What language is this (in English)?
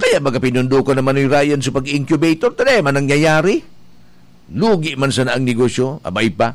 Bikol